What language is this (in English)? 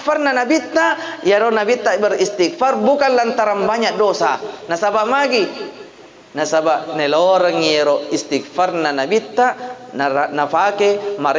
Buginese